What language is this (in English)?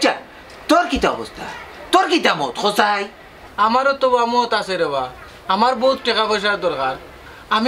Sylheti